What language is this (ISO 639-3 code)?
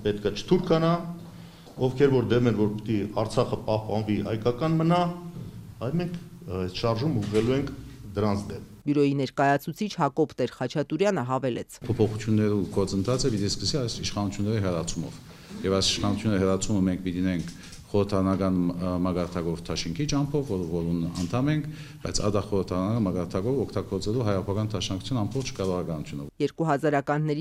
hye